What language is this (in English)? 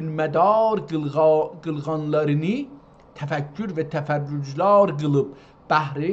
South Azerbaijani